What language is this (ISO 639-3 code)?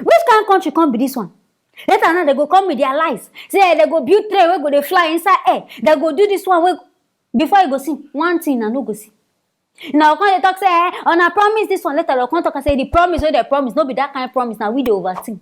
pcm